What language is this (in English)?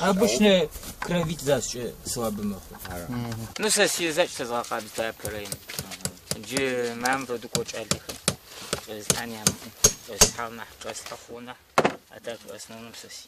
Kabardian